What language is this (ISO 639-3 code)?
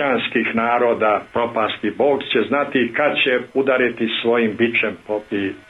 srp